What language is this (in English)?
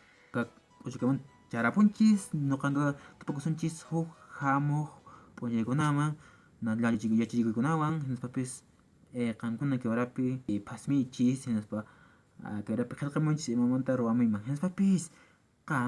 Quechua